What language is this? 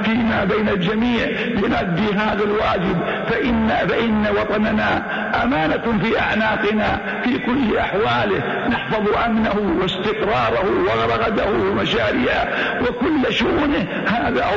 Arabic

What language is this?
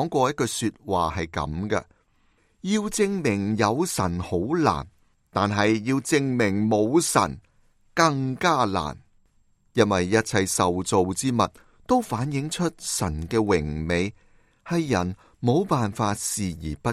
Cantonese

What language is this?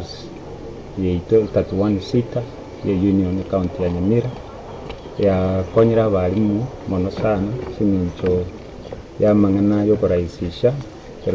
Gusii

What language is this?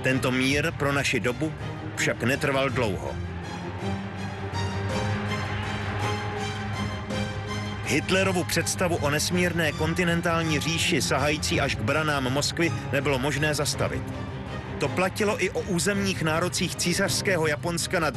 Czech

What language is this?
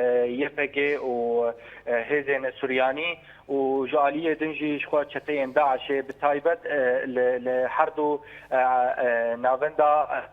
Kurdish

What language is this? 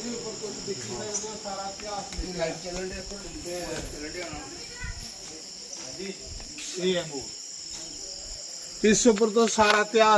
Dogri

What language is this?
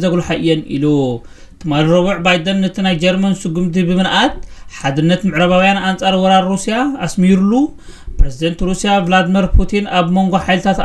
Tigrinya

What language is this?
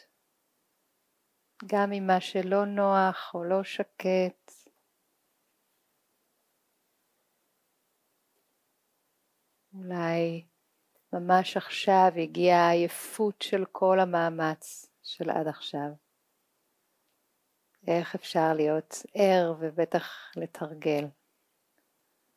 Hebrew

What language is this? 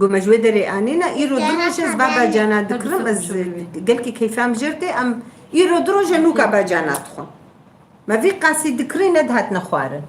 Kurdish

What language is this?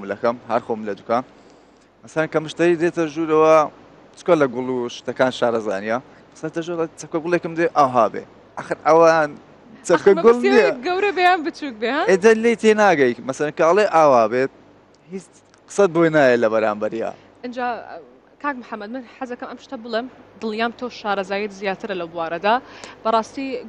Central Kurdish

